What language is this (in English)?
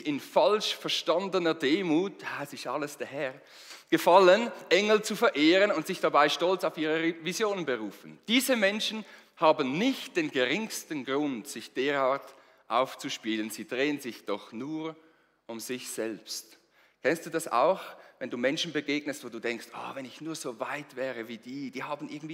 Swiss German